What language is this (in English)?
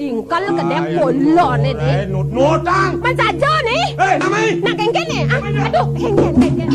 Balinese